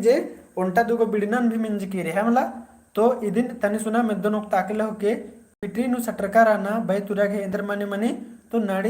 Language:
Kurukh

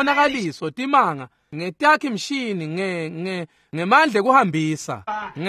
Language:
Swati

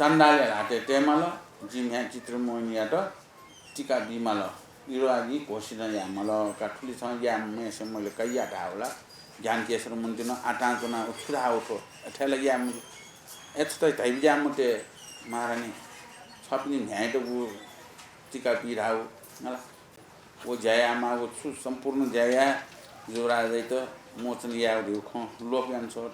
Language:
Newari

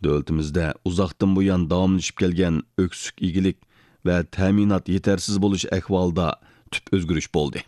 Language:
Uyghur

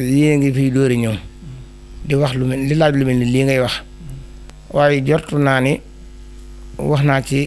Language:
Wolof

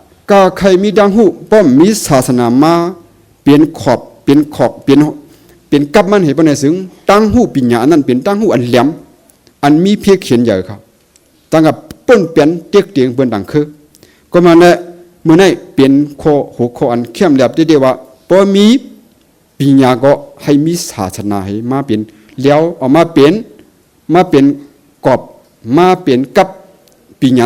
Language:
Shan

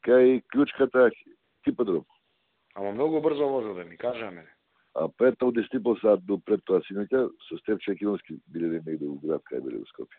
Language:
Serbian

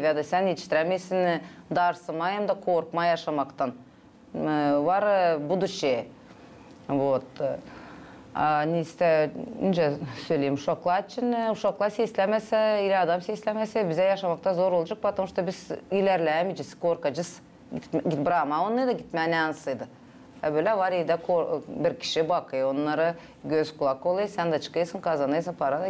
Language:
Gagauz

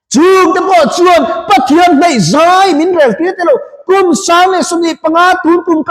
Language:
Mizo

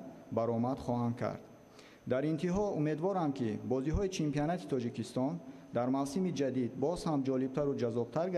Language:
Tajik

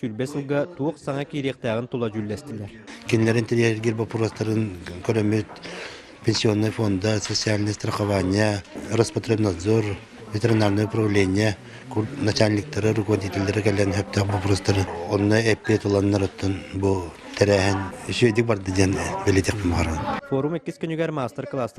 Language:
Yakut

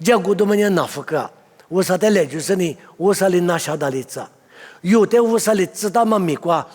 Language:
Lisu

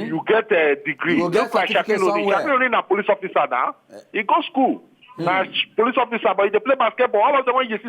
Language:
Nigerian Pidgin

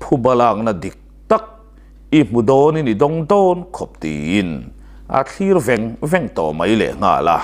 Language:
Mizo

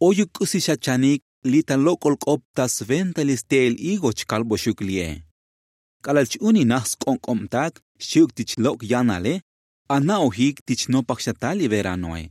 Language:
Tzotzil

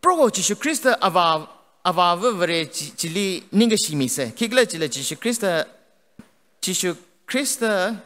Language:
Tangkhul Naga (India)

